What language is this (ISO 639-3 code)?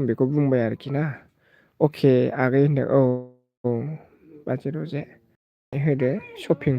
brx